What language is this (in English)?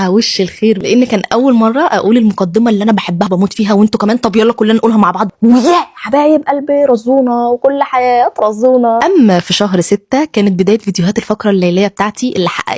Egyptian Arabic